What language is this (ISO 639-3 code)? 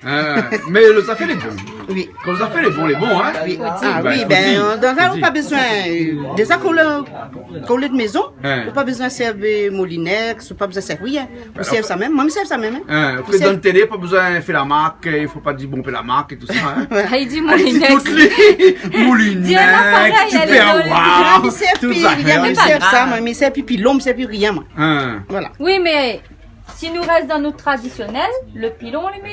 rcf